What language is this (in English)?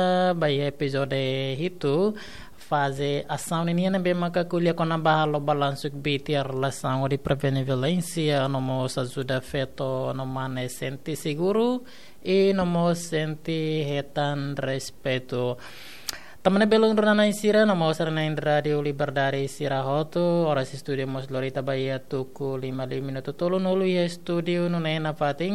Tetum